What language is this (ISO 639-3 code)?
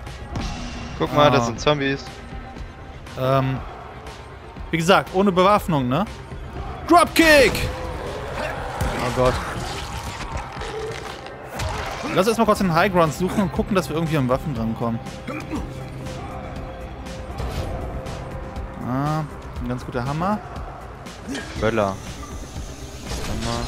deu